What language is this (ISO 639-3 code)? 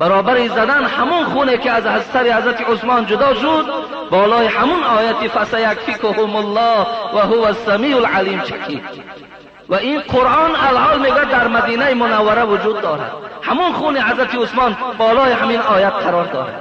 tgk